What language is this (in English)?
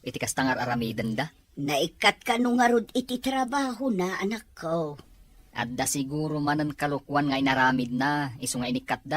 Iloko